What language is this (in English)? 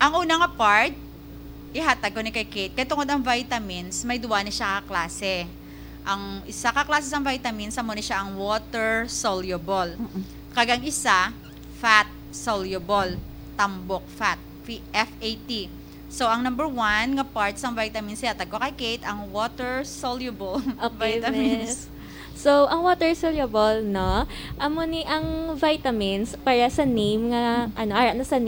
Hiligaynon